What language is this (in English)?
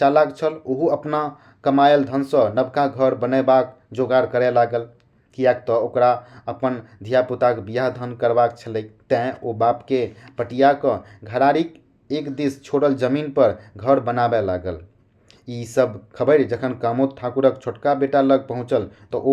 Maithili